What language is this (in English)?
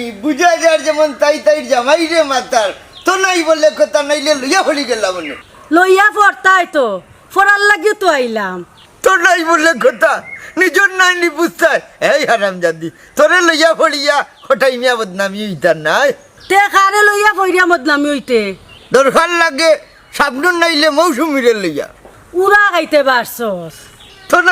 Sylheti